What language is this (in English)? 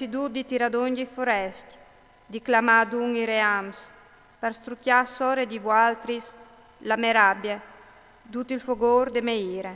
Friulian